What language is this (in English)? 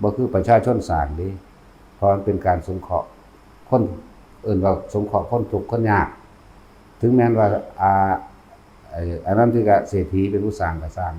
Northeastern Thai